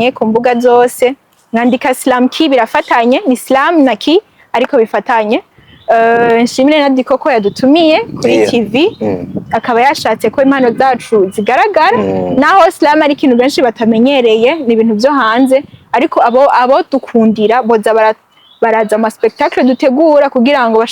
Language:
Rundi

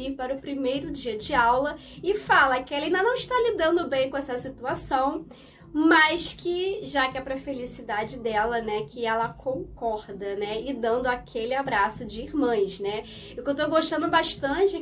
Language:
Portuguese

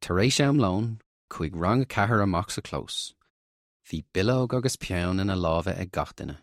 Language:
Irish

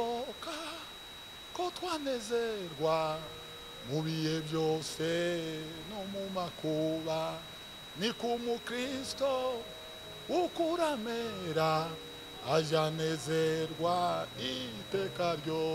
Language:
Kinyarwanda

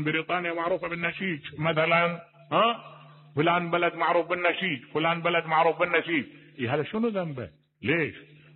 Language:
Mesopotamian Arabic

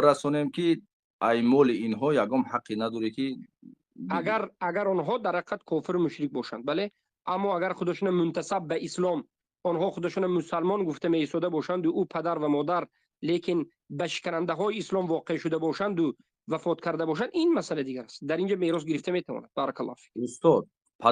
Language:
Tajik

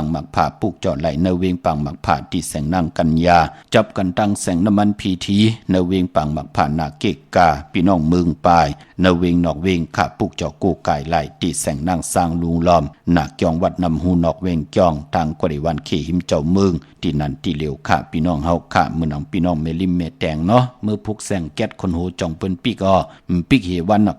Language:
Shan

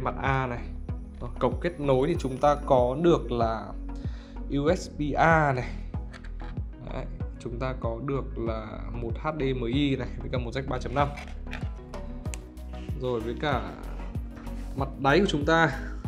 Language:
Vietnamese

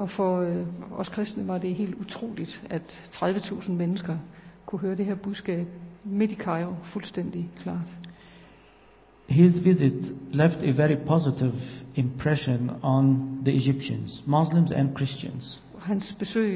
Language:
Danish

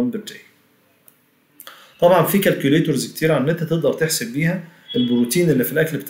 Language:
Egyptian Arabic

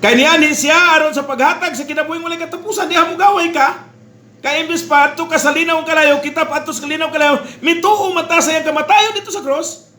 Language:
Cebuano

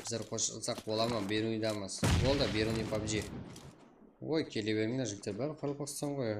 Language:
Kara-Kalpak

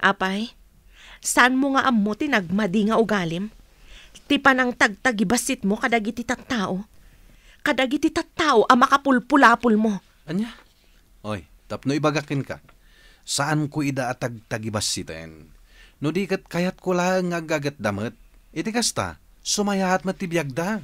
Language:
Iloko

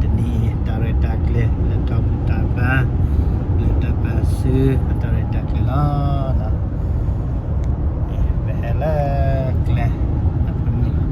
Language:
S'gaw Karen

